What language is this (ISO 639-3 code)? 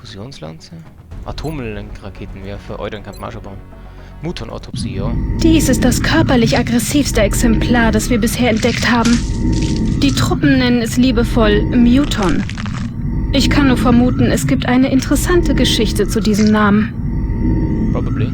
bar